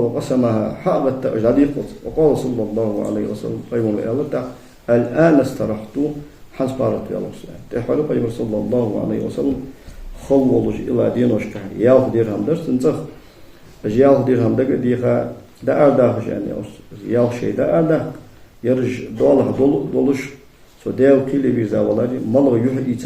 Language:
Ingush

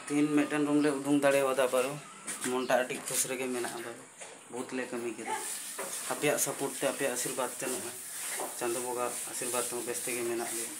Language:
Santali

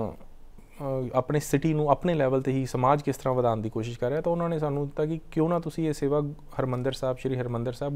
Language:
Punjabi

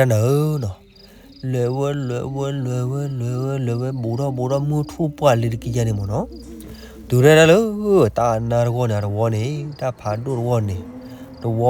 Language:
S'gaw Karen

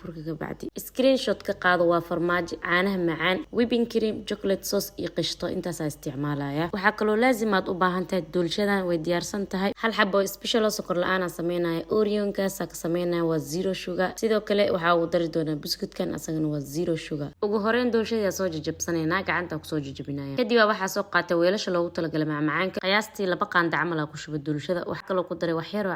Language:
Somali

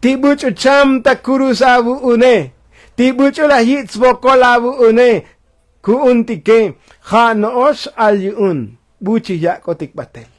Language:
Tzotzil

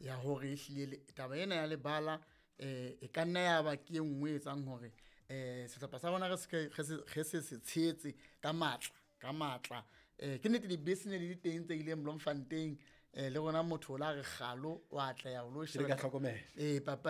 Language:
Southern Sotho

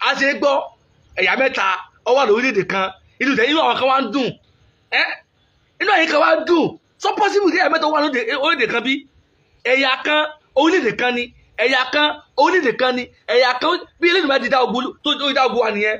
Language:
Yoruba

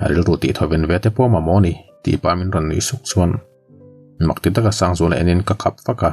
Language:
Mizo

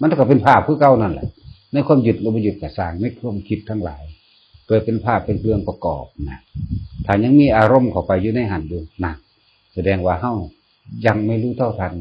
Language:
Northeastern Thai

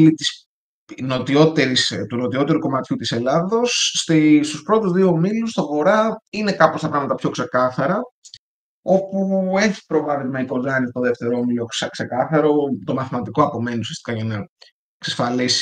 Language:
Greek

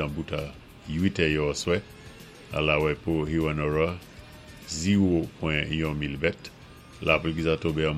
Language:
Saint Lucian Creole French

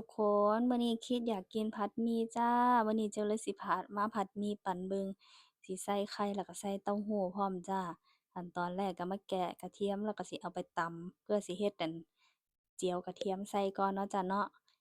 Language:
Northeastern Thai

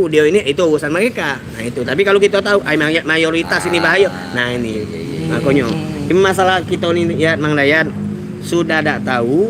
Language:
Musi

